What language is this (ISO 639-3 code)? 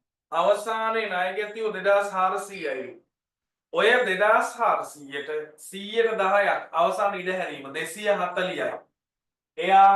sin